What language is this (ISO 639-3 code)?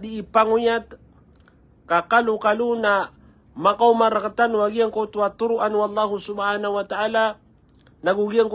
mrw